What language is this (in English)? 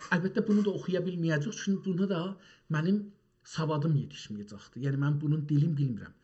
South Azerbaijani